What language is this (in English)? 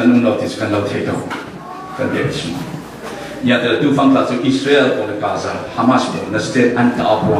Falam Chin